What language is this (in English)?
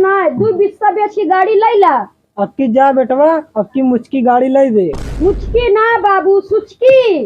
Awadhi